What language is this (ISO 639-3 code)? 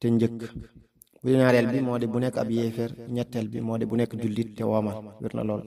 wol